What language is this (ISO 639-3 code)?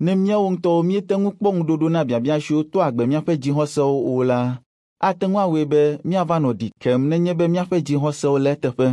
ewe